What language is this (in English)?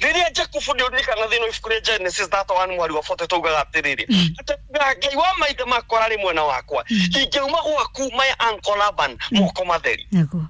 Kikuyu